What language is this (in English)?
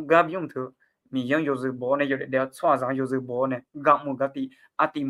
Akha